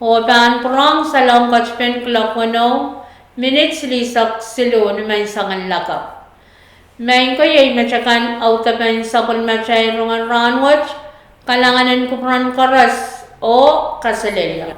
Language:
Pohnpeian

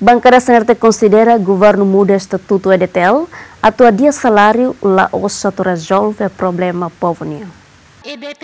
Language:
Tetum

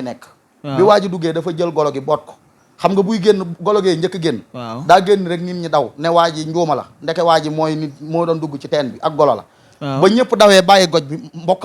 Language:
Wolof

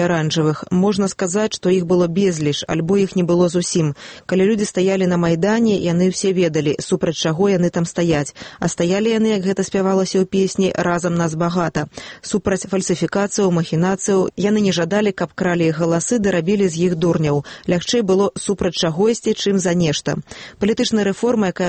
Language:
Belarusian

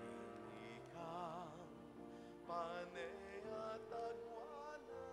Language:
Pampanga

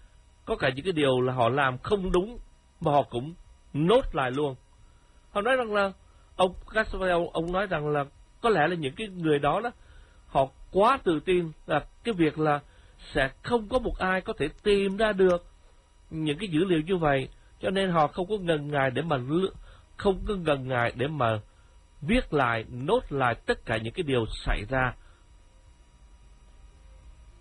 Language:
Vietnamese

